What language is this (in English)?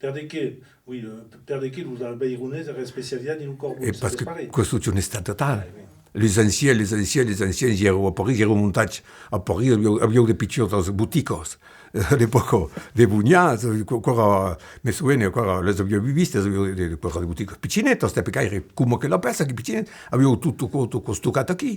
Occitan